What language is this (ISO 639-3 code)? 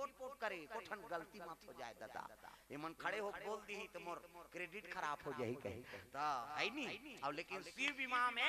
hne